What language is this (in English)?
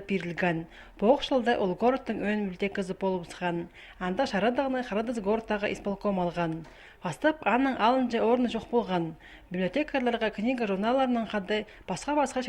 Khakas